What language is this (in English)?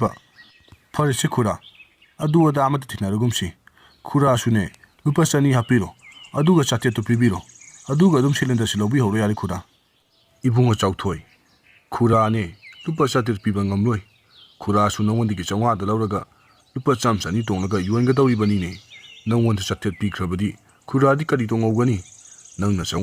Manipuri